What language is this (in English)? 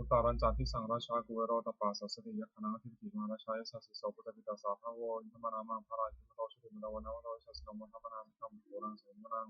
Pali